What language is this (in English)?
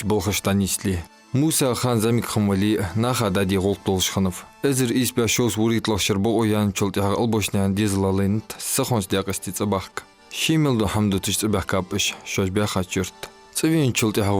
Ingush